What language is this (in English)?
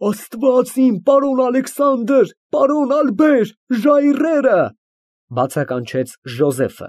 Armenian